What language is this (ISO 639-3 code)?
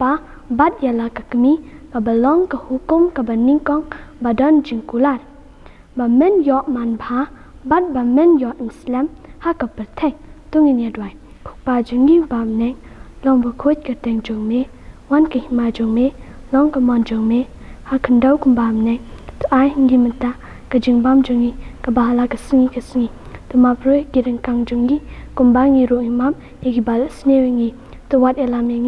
kha